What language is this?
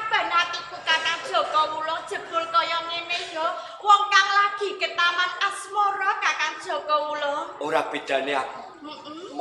Javanese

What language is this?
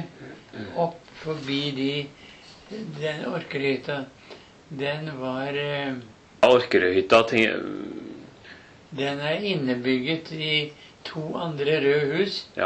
Norwegian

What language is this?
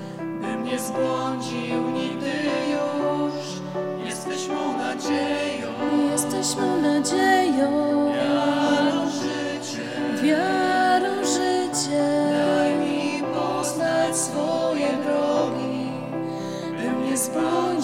Polish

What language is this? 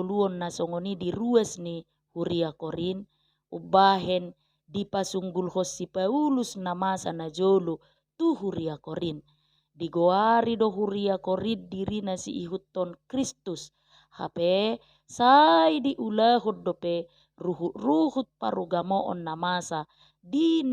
Batak Toba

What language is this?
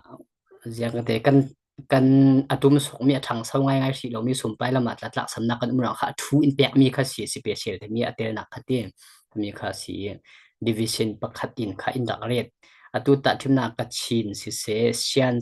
Falam Chin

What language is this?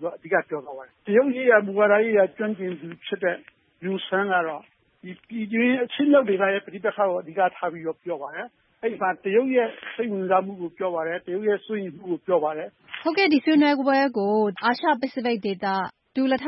Burmese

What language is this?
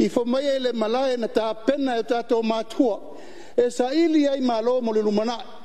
Samoan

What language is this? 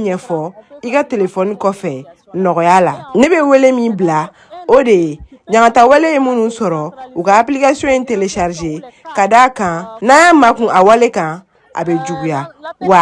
Bambara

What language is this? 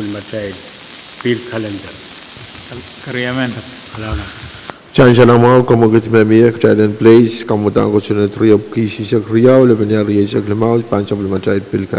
Pohnpeian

